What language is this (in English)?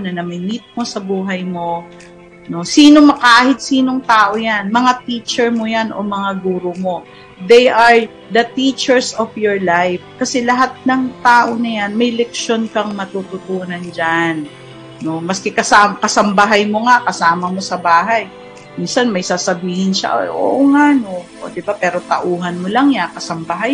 Filipino